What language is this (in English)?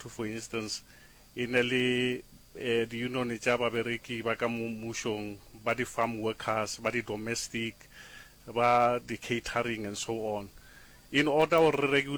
Northern Sotho